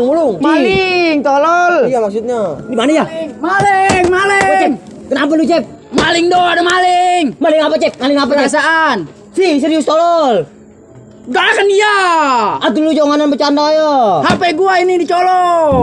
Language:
Betawi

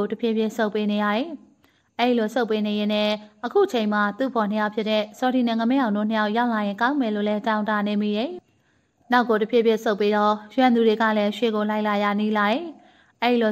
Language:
Burmese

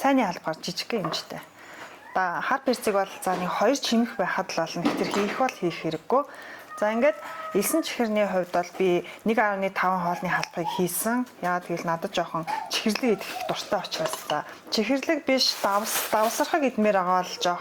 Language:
Mongolian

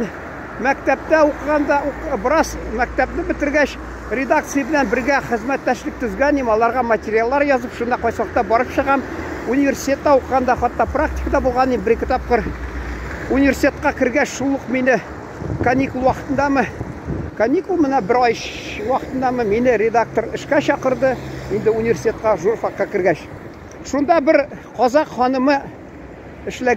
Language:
Tatar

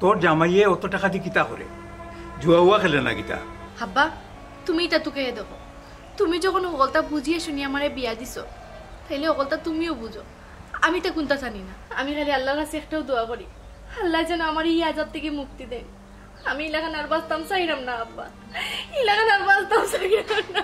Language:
Sylheti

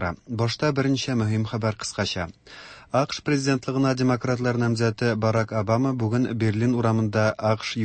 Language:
Tatar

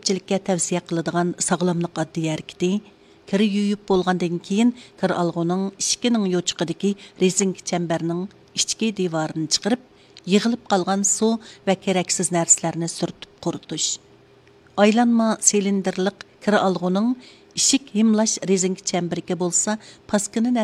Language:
Uyghur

